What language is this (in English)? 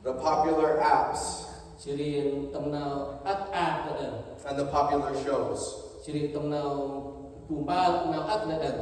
Central Mnong